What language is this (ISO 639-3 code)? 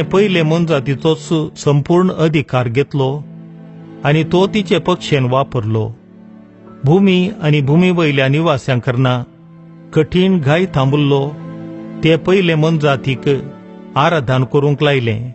kok